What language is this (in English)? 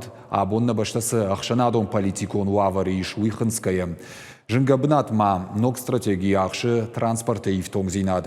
Ossetic